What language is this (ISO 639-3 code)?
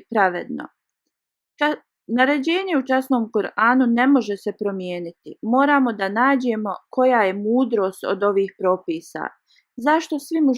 bos